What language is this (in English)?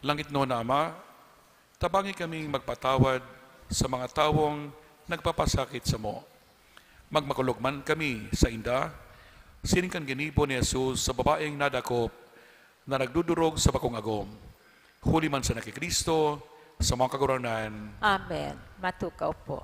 Bikol